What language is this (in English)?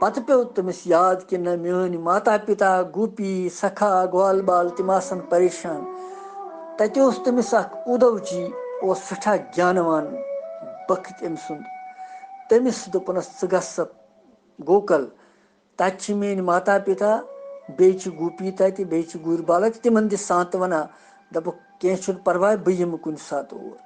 Kashmiri